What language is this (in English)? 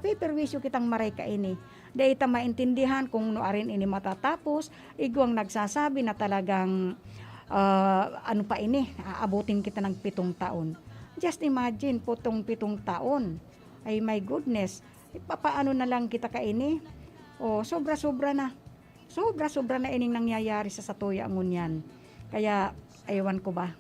Bikol